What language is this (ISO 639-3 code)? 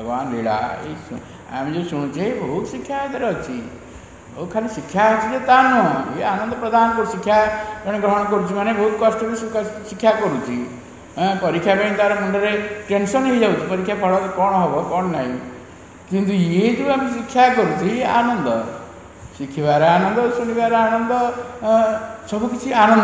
ori